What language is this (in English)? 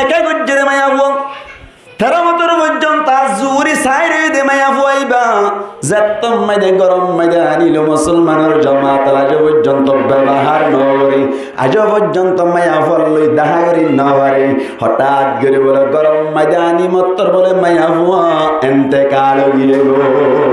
Rohingya